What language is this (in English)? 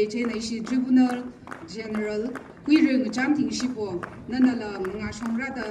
Tangkhul Naga (India)